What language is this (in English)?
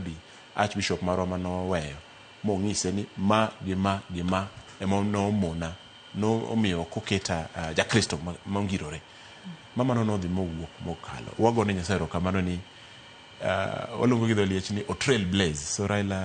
Luo (Kenya and Tanzania)